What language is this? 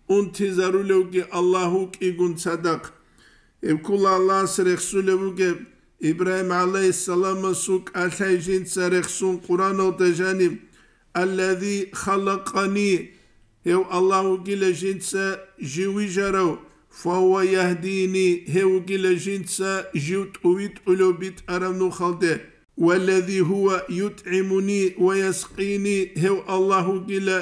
Avaric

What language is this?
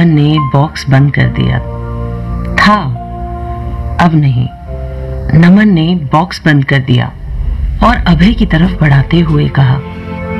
Hindi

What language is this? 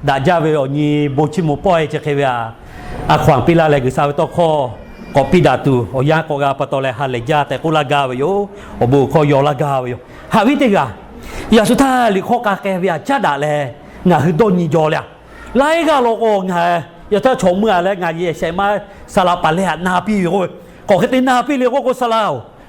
Lahu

